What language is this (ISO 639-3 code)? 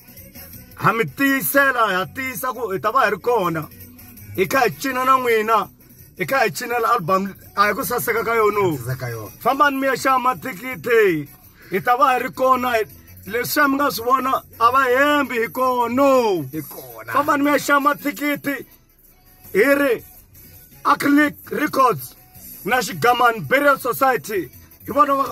tso